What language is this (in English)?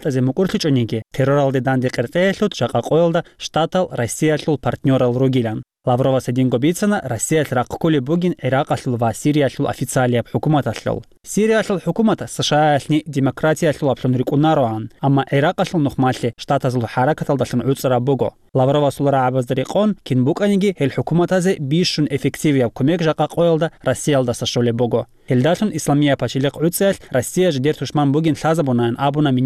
Avaric